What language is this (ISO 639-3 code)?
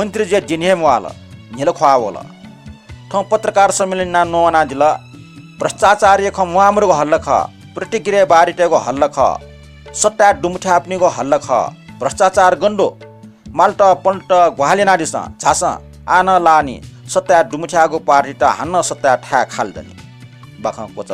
new